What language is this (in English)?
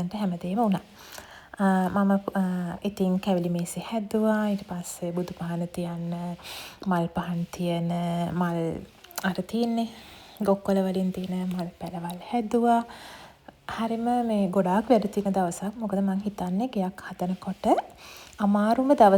Sinhala